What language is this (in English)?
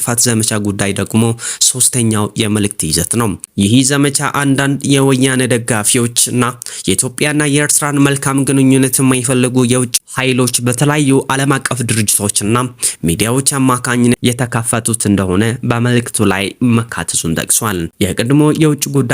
Amharic